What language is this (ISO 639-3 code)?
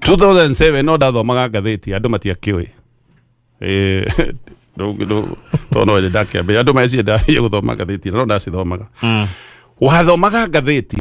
kik